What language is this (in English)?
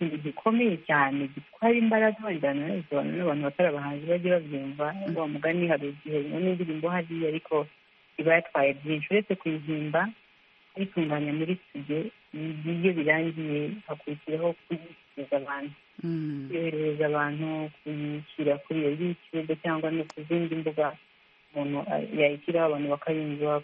Kinyarwanda